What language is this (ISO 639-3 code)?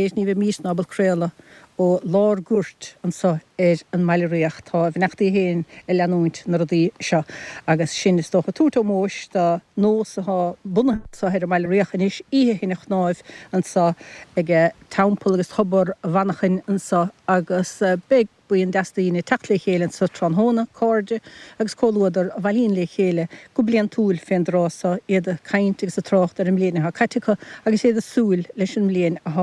gle